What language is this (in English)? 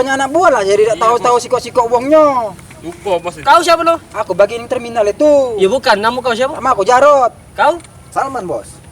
Musi